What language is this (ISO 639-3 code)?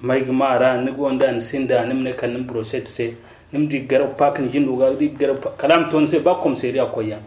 dje